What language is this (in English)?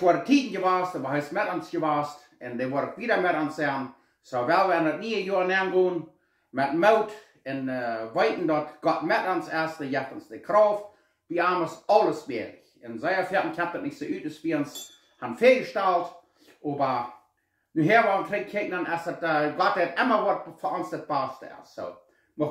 Plautdietsch